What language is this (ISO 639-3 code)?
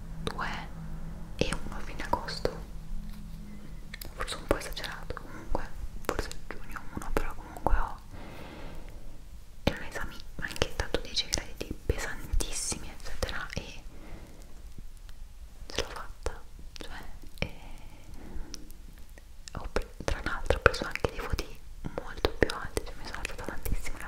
ita